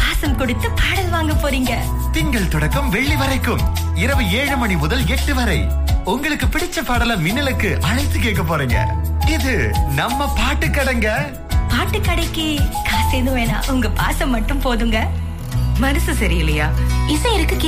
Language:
Tamil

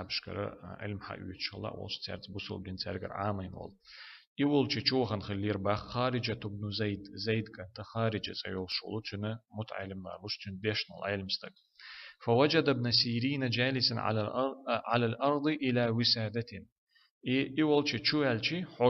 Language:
Chechen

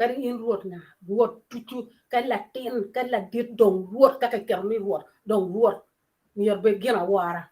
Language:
Acoli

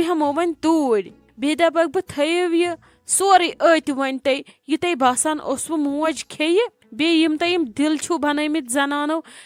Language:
Kashmiri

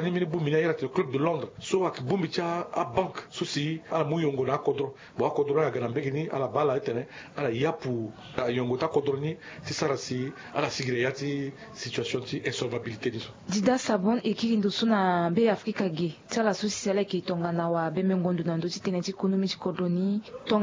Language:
Sango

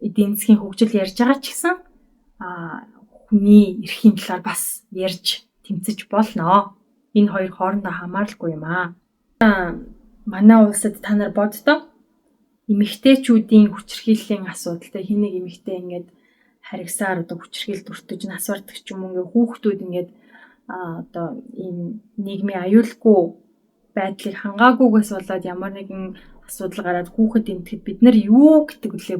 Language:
Mongolian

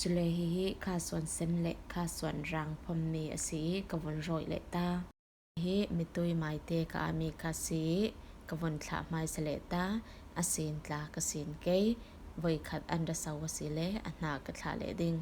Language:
Falam Chin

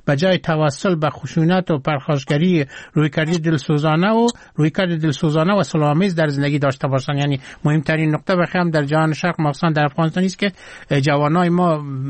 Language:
Persian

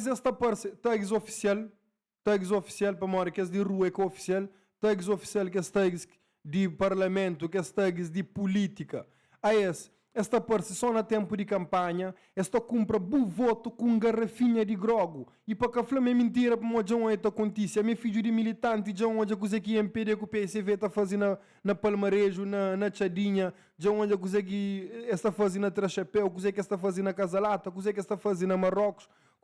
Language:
Kabuverdianu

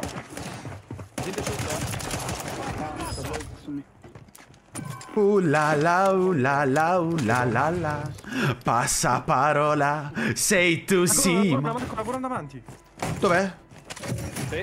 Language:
Italian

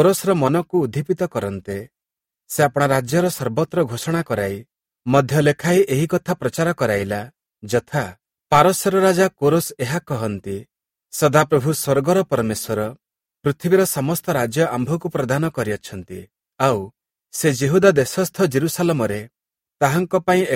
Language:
Odia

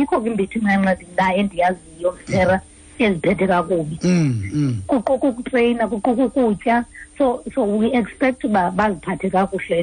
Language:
Xhosa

